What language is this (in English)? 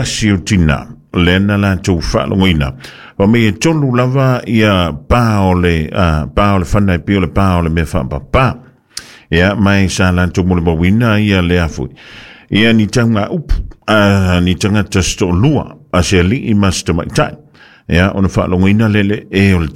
Samoan